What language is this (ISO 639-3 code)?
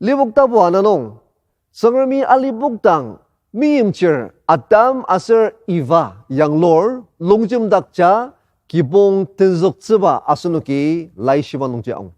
njo